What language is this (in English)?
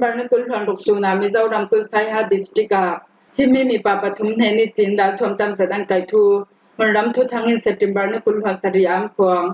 Falam Chin